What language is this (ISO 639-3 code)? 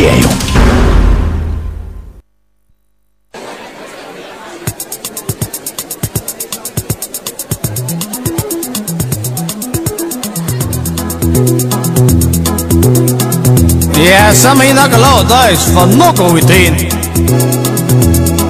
dan